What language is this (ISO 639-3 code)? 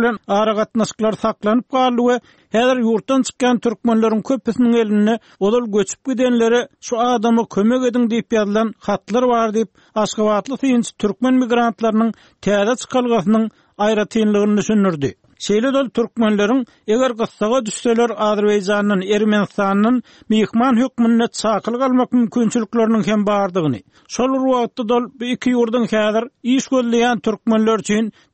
tuk